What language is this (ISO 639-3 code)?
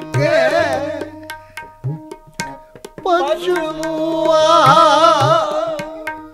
pan